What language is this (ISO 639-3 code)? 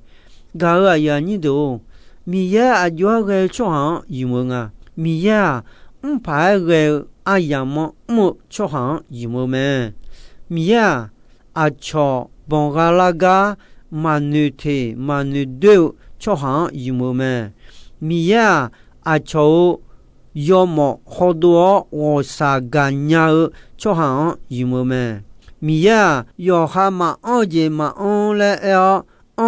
ahk